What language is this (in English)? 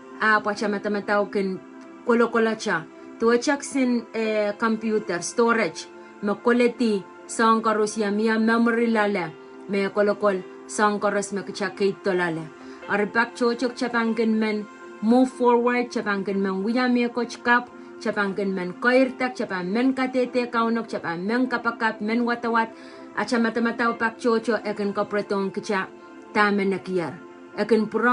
Pohnpeian